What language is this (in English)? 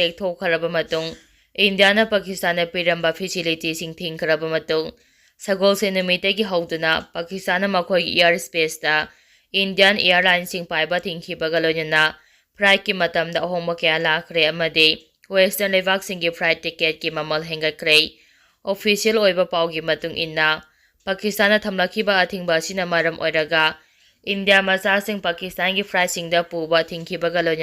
Manipuri